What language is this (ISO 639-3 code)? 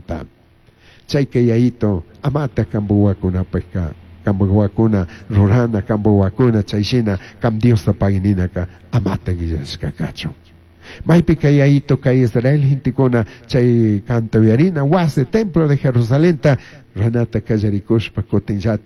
qug